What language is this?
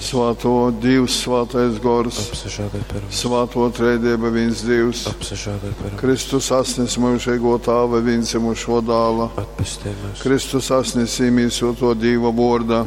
Latgalian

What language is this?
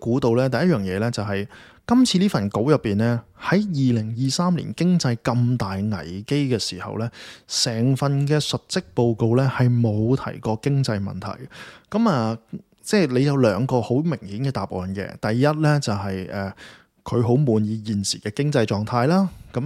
Cantonese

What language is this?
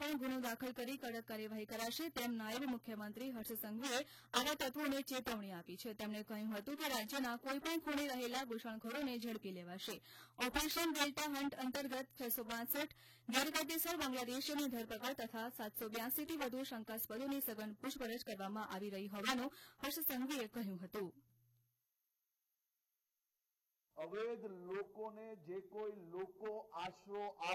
Gujarati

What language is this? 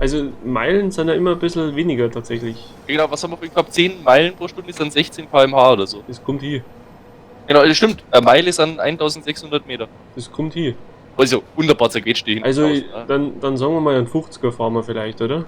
Bavarian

